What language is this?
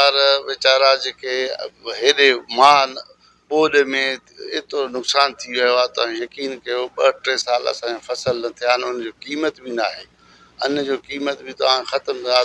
Sindhi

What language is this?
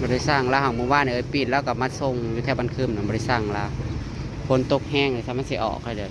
Northeastern Thai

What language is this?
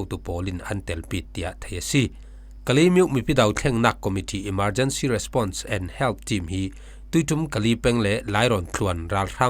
Falam Chin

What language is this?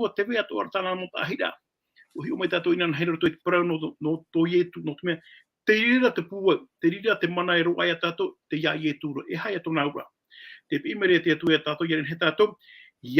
Tahitian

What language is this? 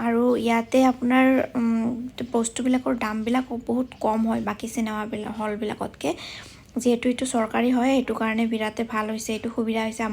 Assamese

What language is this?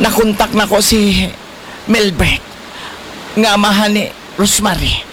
Cebuano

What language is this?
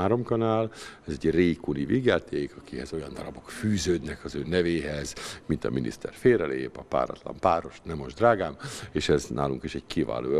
Hungarian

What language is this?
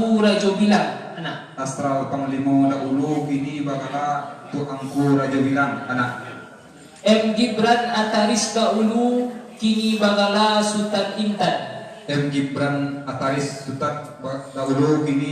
Minangkabau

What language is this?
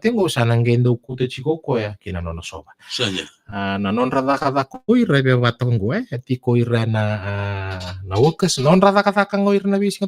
Fijian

